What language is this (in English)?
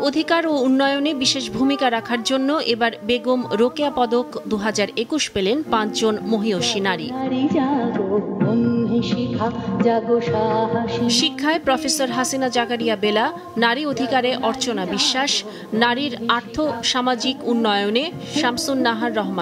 Bangla